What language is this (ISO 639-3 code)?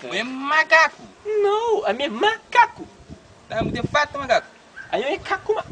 kea